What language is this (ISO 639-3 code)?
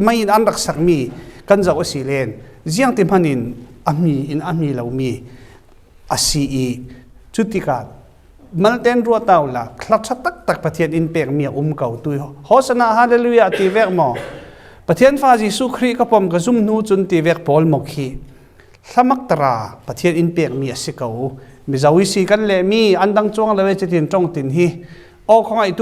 cfm